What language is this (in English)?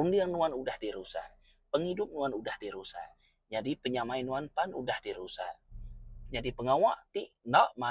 Iban